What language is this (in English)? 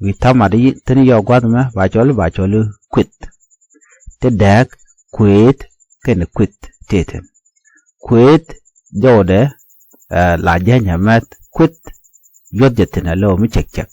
Nuer